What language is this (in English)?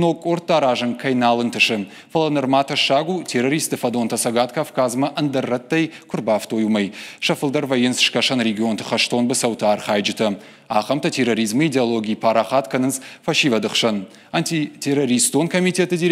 Ossetic